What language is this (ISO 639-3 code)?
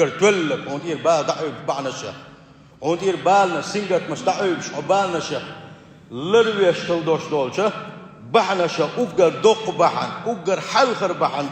che